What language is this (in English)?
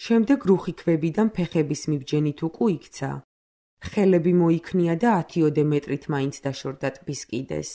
Georgian